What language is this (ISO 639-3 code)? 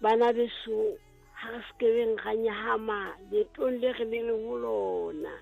sot